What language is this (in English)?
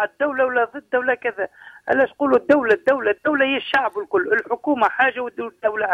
Tunisian Arabic